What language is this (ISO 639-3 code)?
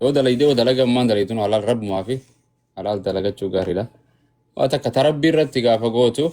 orm